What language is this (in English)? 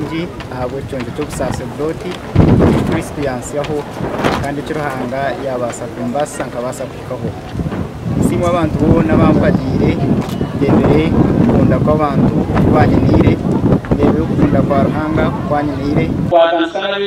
Nyankole